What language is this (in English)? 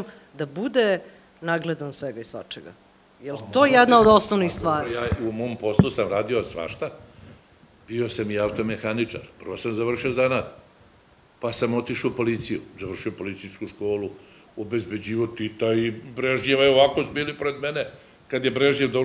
Serbian